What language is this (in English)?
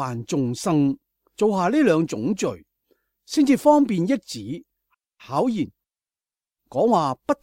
Cantonese